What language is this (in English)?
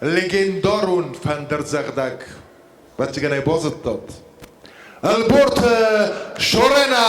Ossetic